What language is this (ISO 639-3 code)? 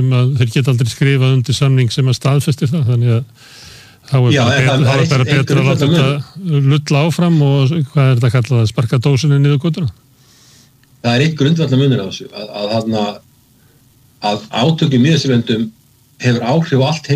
isl